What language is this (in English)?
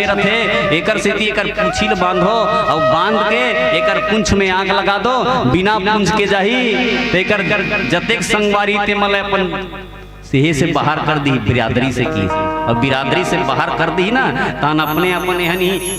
Chhattisgarhi